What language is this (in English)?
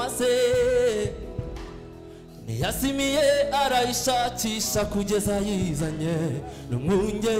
Kinyarwanda